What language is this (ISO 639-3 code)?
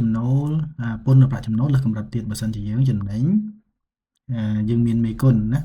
khm